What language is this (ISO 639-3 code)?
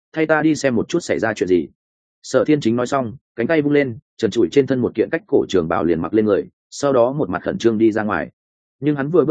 vie